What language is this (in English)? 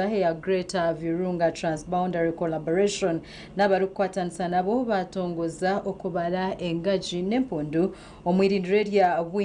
Nyankole